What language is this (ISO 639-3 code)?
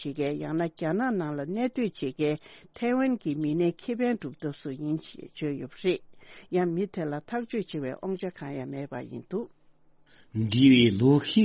bod